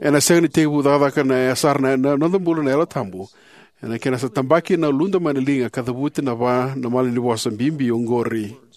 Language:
Fijian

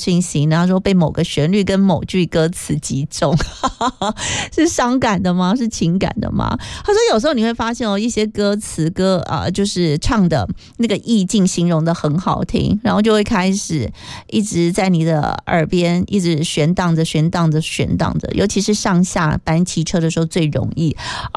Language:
Chinese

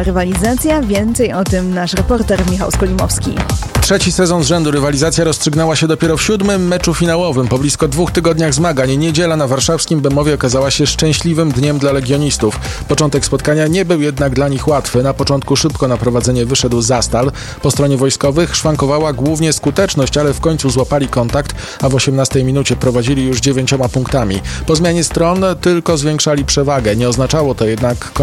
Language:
Polish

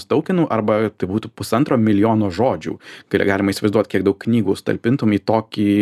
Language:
Lithuanian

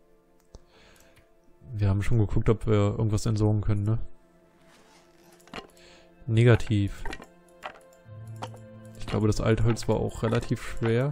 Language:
German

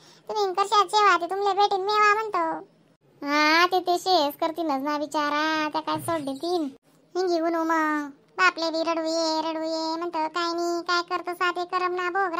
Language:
Khandesi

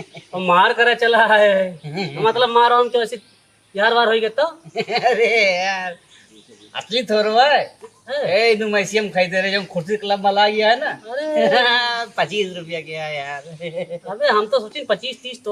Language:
Awadhi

